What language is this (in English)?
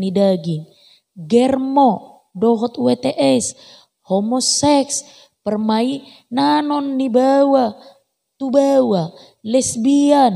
Batak Toba